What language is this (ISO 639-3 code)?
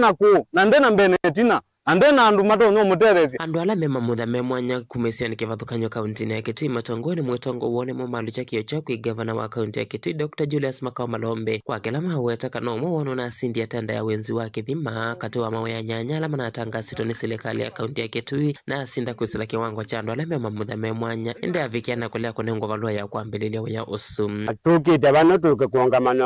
kam